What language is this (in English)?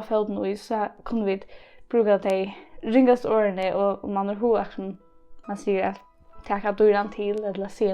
Faroese